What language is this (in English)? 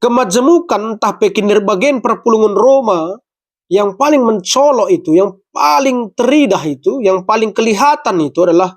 Batak Karo